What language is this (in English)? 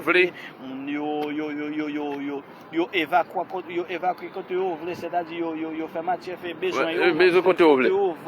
Haitian Creole